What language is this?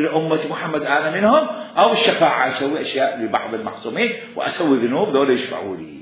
Mesopotamian Arabic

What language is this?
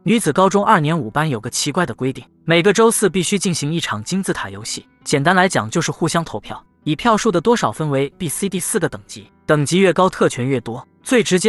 Chinese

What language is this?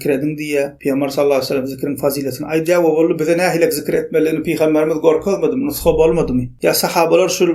Turkmen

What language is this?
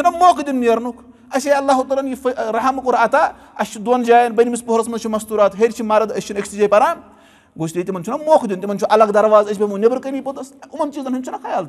Kashmiri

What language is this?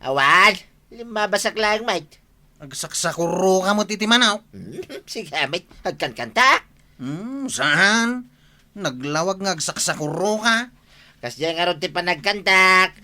Iloko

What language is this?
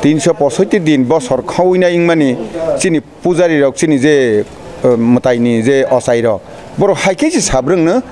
Kok Borok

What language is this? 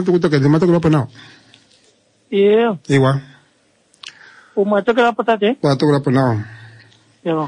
Swahili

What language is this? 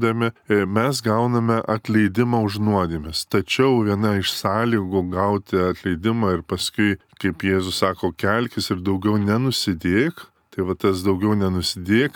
Lithuanian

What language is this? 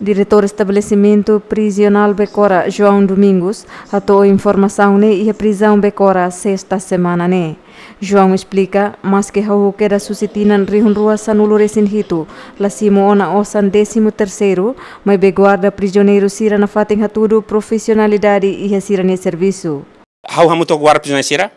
Tetum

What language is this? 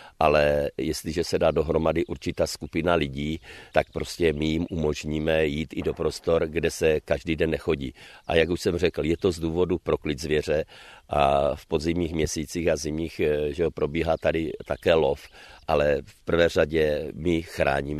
Czech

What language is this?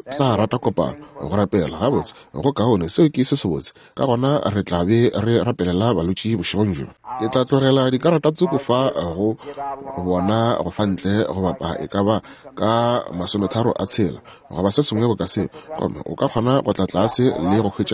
Northern Sotho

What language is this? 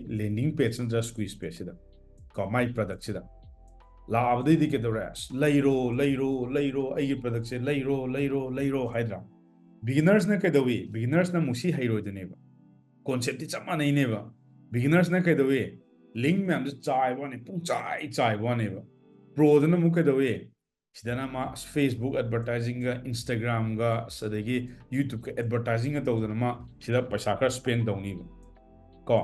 Manipuri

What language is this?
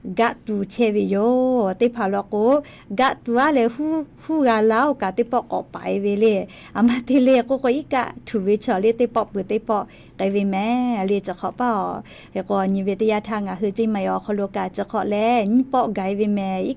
Lahu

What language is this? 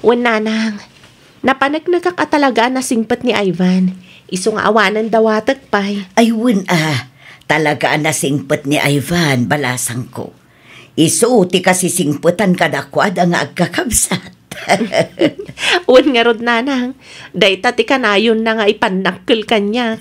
Iloko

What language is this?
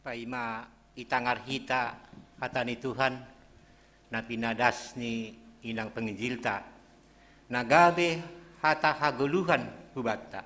Batak Simalungun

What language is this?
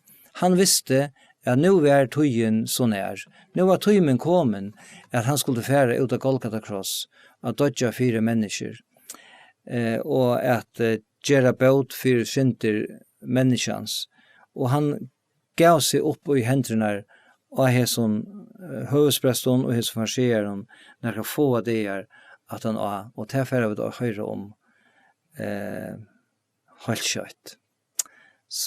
Faroese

